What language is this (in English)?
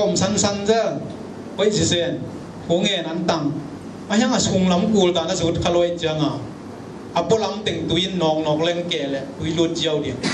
Tedim Chin